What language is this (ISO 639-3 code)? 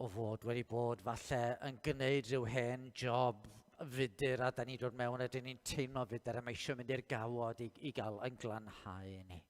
cym